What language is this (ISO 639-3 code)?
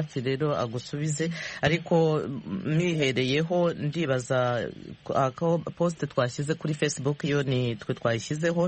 kin